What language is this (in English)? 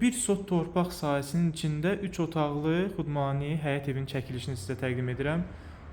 Azerbaijani